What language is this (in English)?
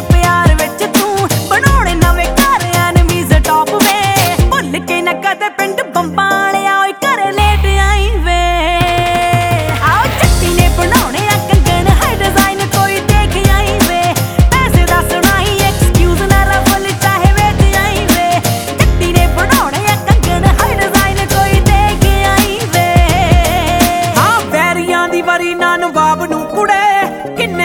Punjabi